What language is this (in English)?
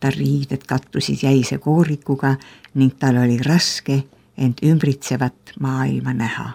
Estonian